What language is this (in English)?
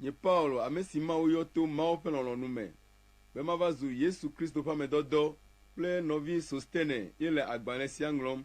Ewe